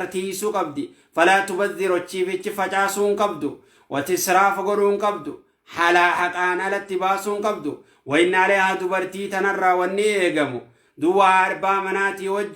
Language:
Oromo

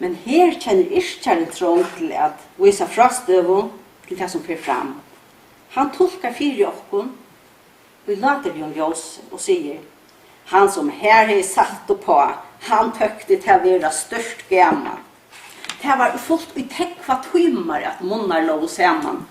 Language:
Faroese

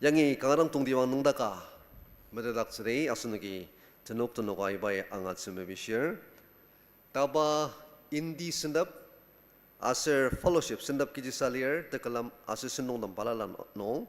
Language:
Ao Naga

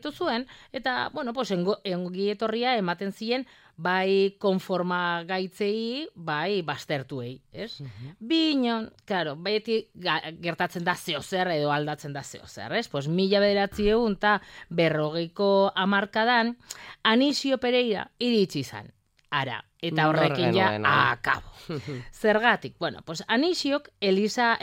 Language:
Basque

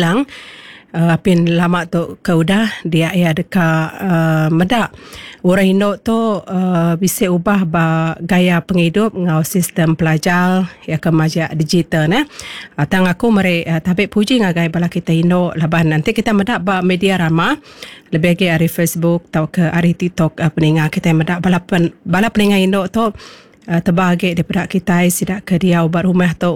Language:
Iban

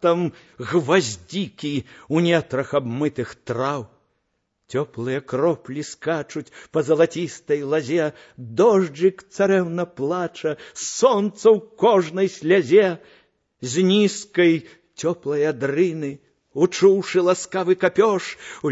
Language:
Belarusian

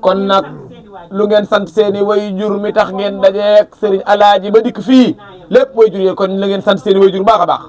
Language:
Wolof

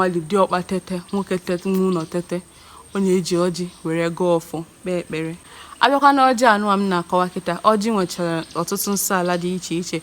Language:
Igbo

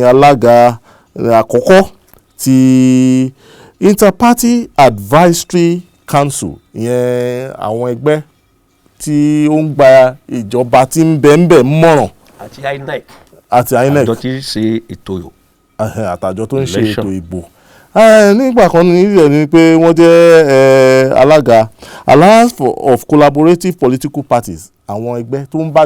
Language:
Yoruba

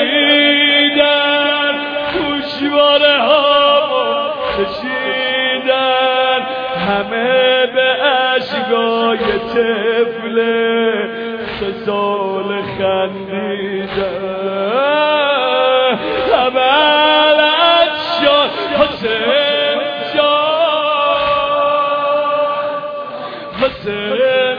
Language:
Persian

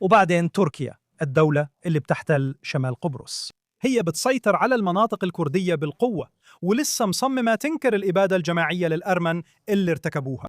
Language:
Egyptian Arabic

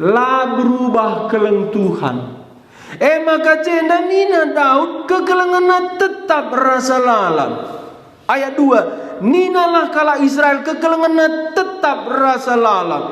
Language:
Batak Karo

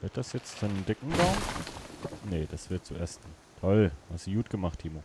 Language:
Swiss German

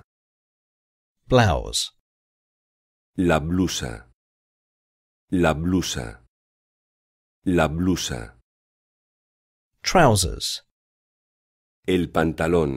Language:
Spanish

